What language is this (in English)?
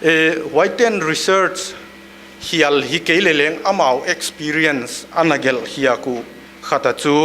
Paite Chin